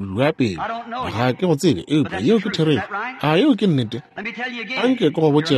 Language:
Northern Sotho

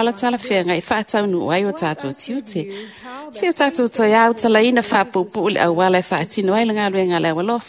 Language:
Samoan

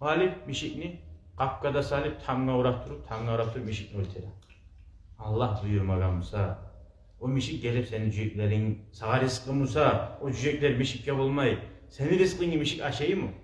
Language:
Kumyk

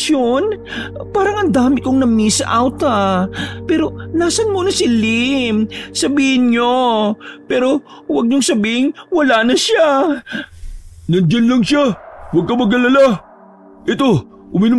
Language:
Filipino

